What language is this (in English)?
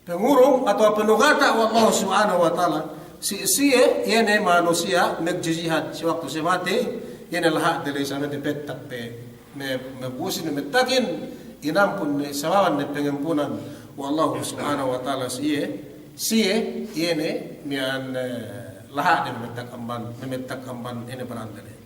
Yakan